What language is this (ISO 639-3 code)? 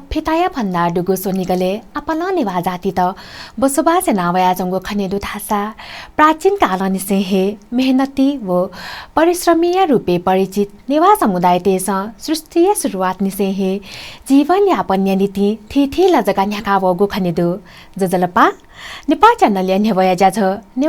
new